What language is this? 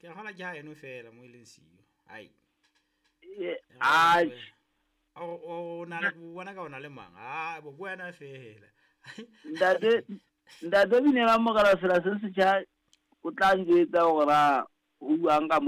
Southern Sotho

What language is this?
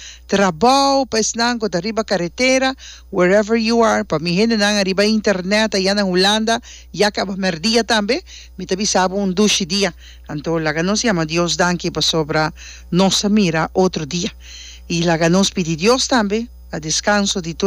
Papiamento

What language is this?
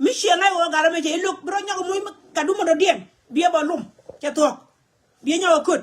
Nuer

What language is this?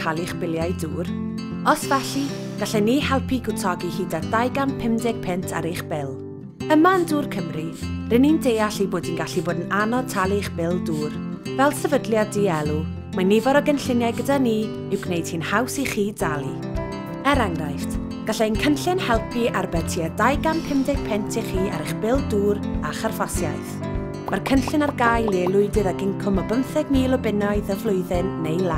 Welsh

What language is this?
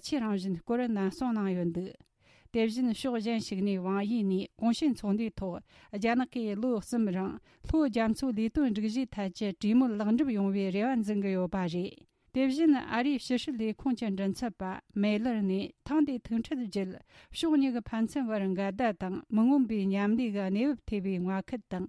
Tibetan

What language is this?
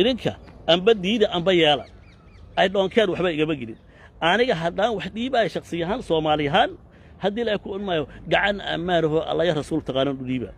Somali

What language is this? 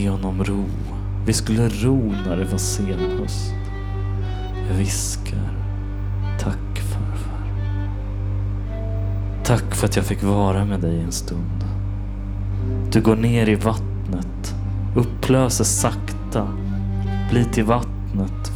Swedish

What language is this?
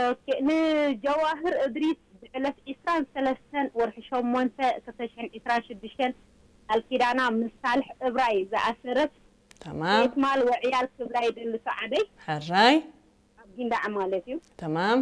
Tigrinya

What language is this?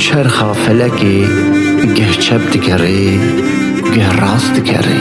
Kurdish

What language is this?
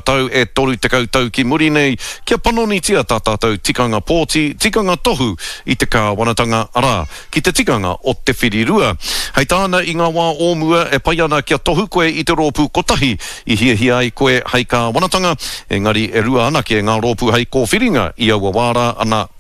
Māori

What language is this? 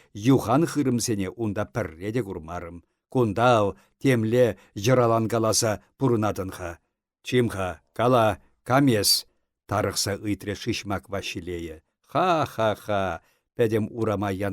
Chuvash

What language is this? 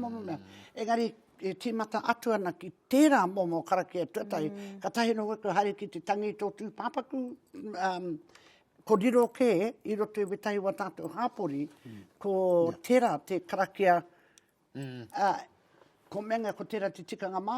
Māori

